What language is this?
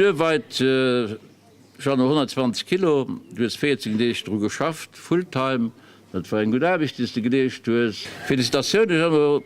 Luxembourgish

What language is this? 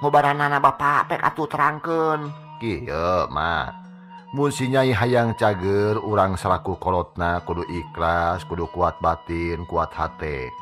Sundanese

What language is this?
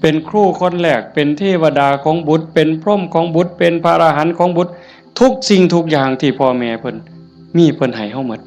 Northeastern Thai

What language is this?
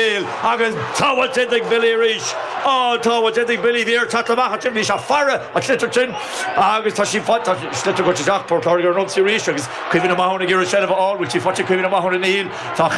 Irish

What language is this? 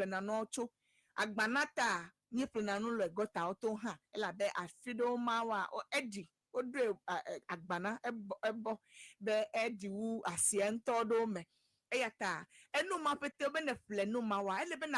Ewe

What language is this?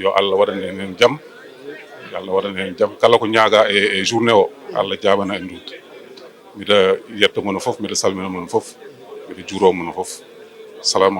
Fula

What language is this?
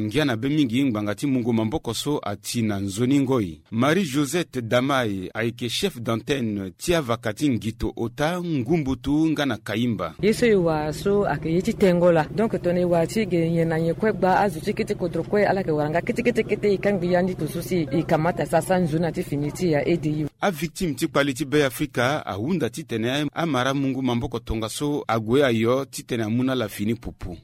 Sango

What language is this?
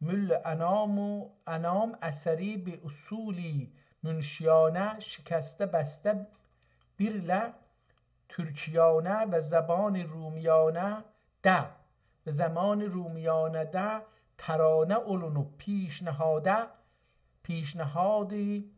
South Azerbaijani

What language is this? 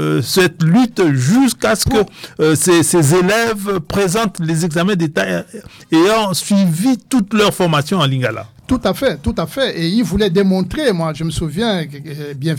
French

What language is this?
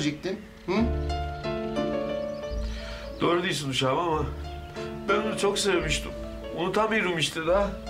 Turkish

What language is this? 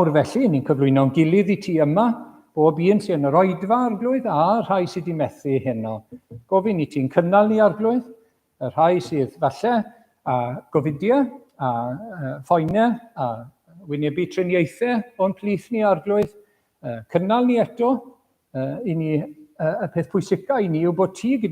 Welsh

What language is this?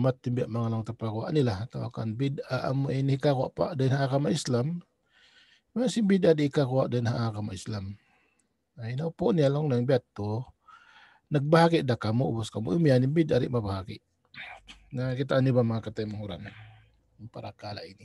Tausug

